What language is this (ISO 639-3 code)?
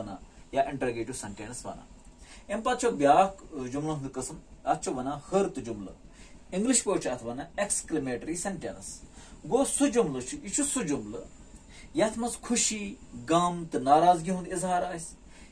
kas